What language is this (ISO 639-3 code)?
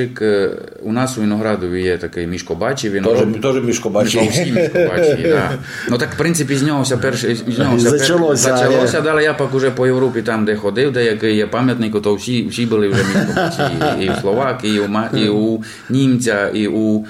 rue